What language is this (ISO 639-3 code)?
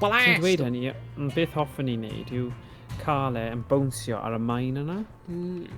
cym